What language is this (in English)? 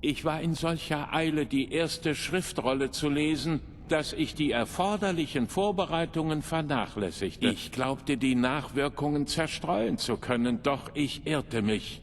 Bavarian